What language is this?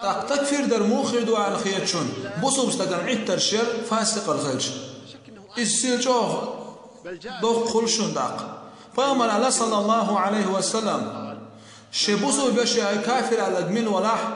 Chechen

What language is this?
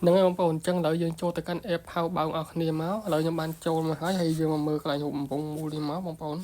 Khmer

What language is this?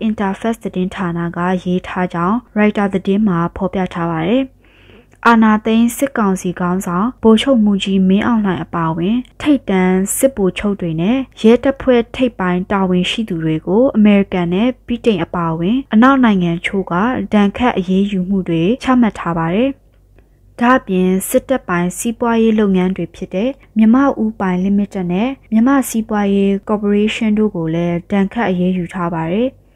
Burmese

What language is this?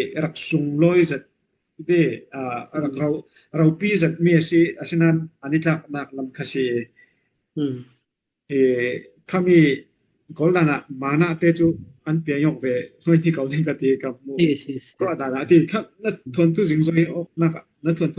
Falam Chin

